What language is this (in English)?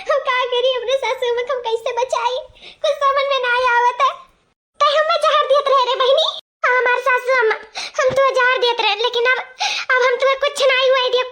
Awadhi